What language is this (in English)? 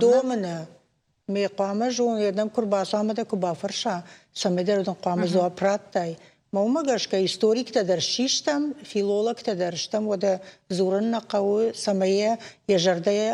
Ossetic